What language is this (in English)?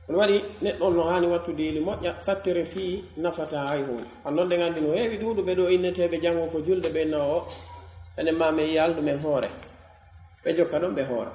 Pular